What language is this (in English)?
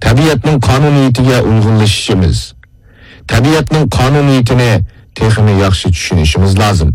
Uyghur